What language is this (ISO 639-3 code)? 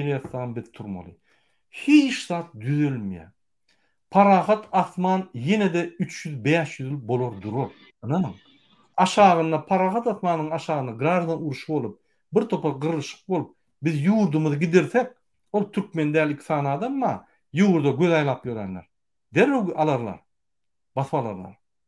tuk